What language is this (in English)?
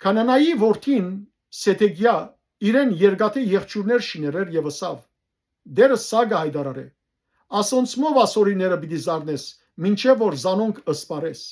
Western Armenian